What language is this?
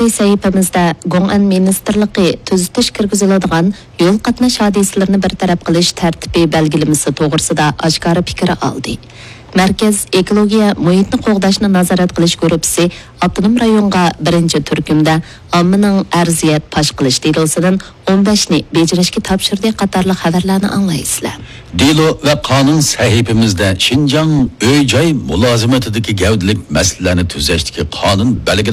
Uyghur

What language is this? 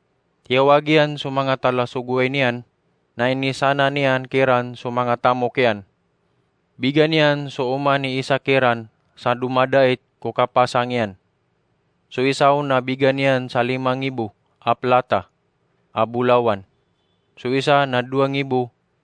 Maranao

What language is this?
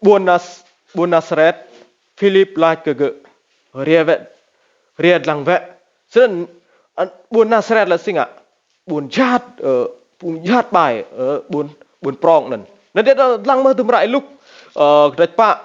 Rade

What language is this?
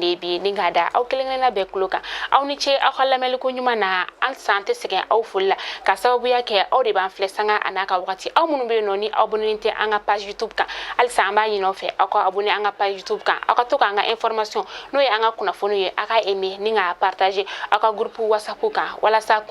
Bambara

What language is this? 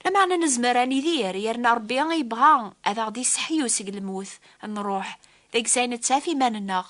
Kabyle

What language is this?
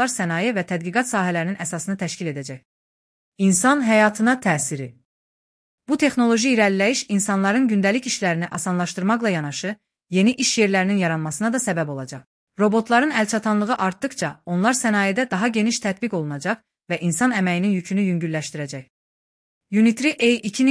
Azerbaijani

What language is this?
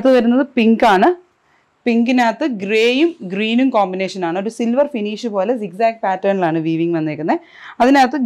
Malayalam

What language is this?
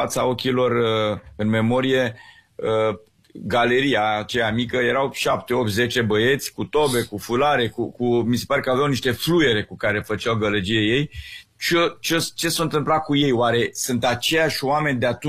Romanian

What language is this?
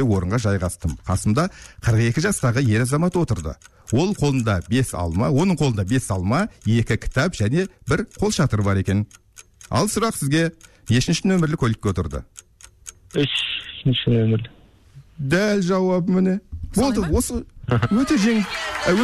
Kazakh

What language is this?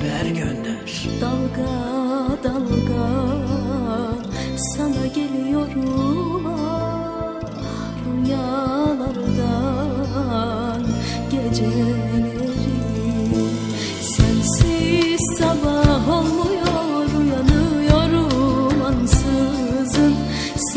Turkish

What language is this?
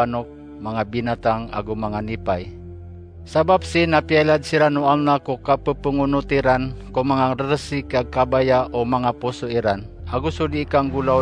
Maranao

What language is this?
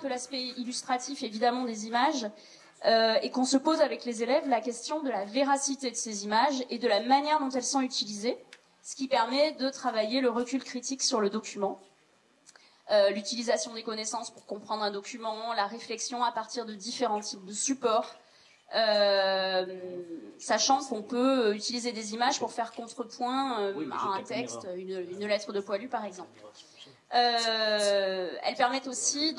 French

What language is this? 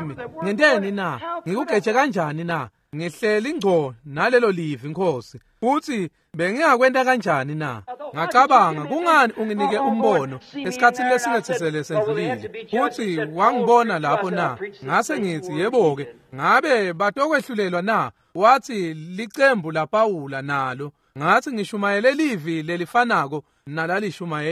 Swati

